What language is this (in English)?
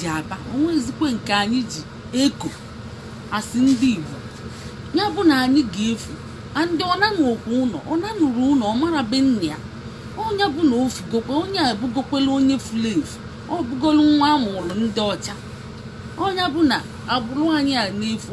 Igbo